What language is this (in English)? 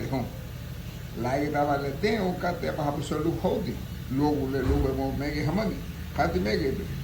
Garifuna